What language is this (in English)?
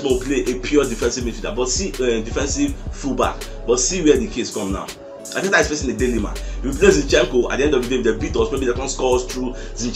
Nigerian Pidgin